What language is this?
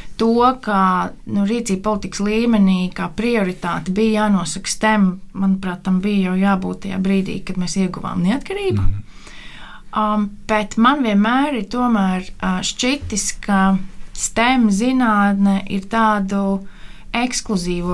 Latvian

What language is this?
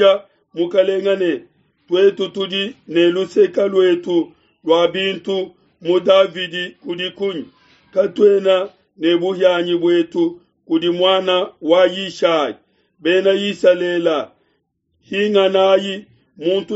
Luba-Lulua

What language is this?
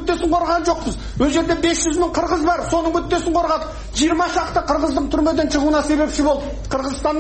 Kyrgyz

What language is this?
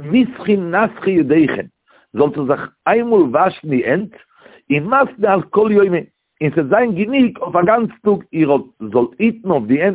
Yiddish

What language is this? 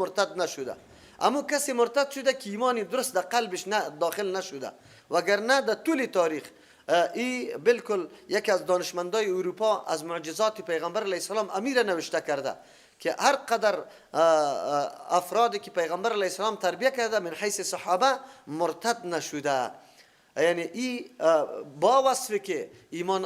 Persian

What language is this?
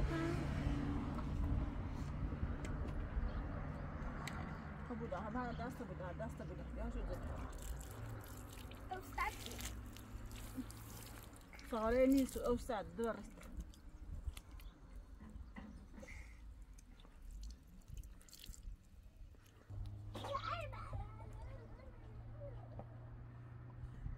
Persian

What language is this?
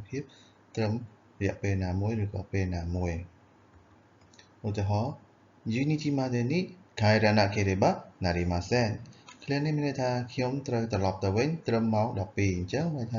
Khmer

